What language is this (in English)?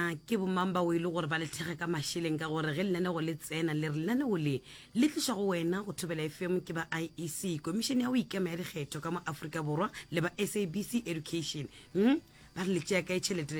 Northern Sotho